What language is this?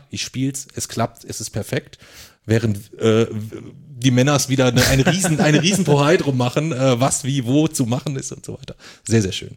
German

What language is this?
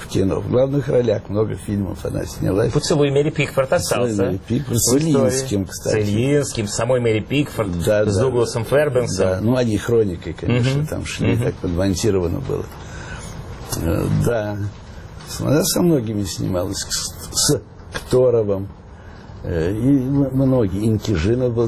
Russian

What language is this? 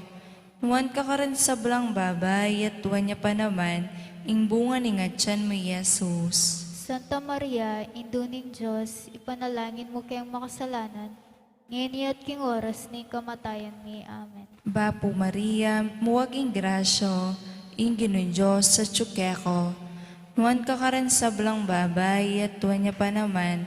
Pampanga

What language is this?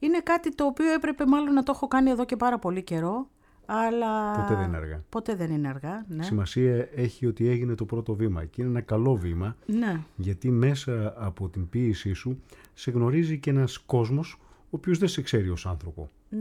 Greek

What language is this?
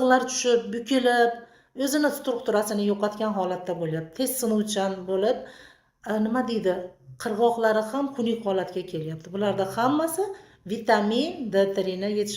Uzbek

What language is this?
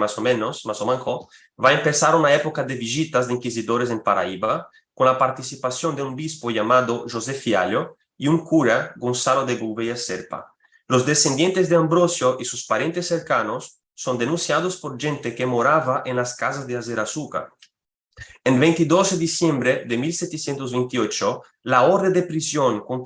Ladino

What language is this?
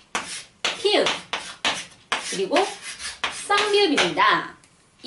Korean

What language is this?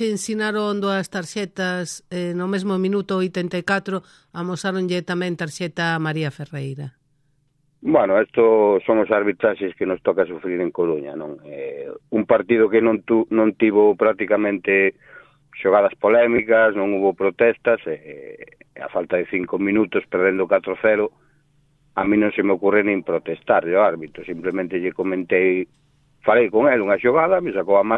Galician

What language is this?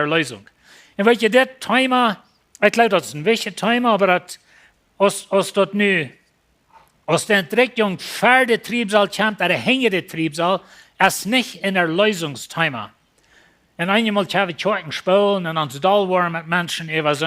Plautdietsch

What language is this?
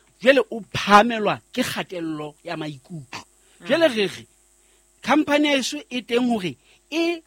Southern Sotho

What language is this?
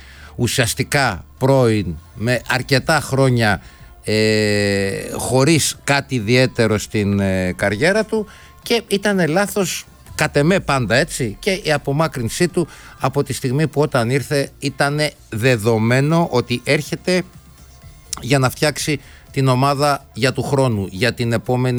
Greek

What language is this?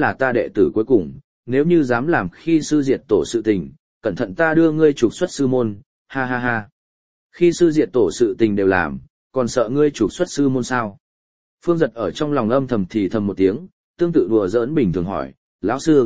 Vietnamese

